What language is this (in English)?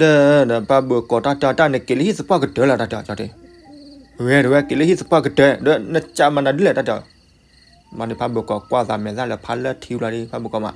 S'gaw Karen